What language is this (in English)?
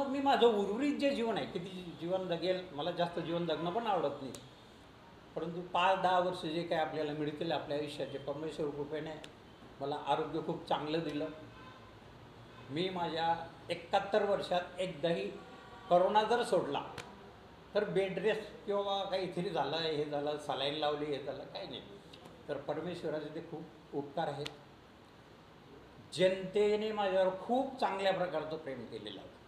Marathi